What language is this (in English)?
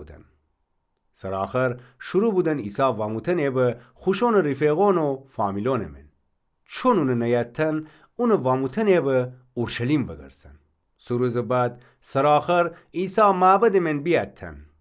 Gilaki